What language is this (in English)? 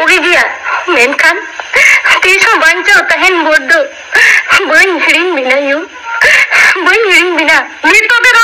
Santali